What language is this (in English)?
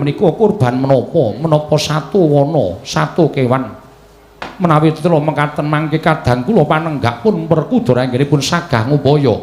Javanese